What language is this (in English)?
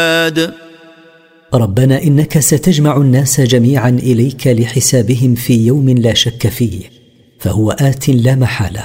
Arabic